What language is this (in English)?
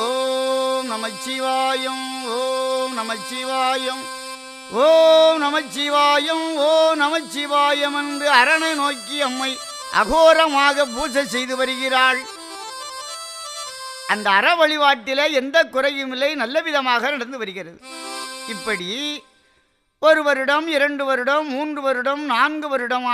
Tamil